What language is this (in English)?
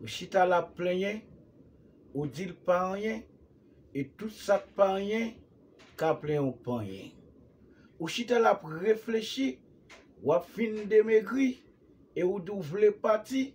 Haitian Creole